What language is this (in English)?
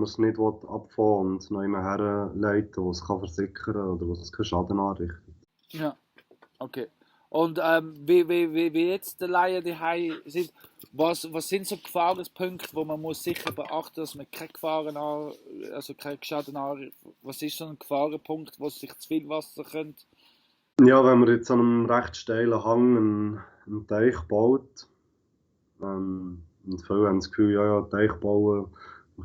Swiss German